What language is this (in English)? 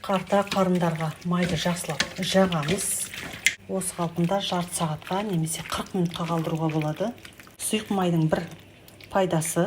Kazakh